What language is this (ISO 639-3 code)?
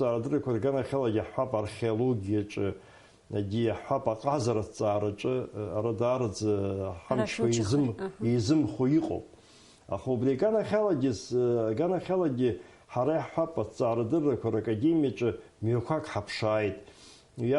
abk